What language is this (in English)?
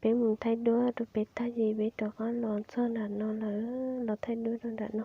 Hmong